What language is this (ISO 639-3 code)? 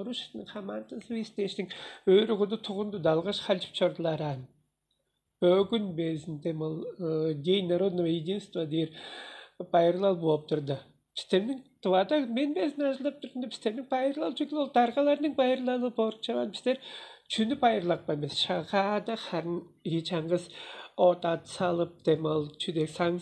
tyv